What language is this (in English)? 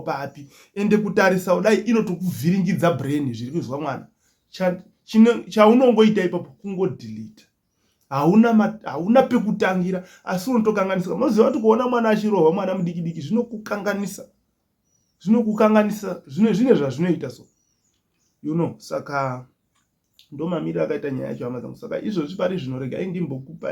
Shona